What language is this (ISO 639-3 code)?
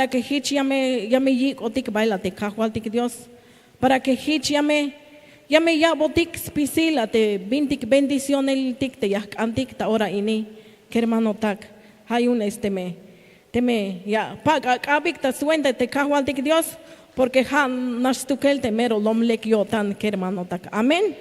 tzh